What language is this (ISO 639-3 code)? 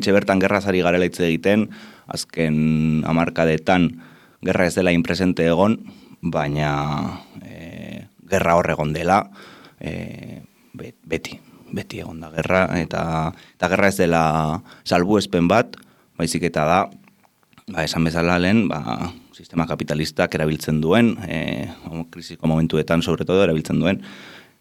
eus